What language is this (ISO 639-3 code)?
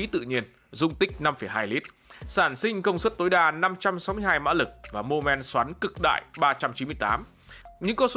vie